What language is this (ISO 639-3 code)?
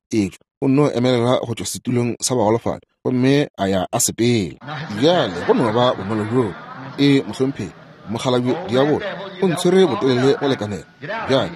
nso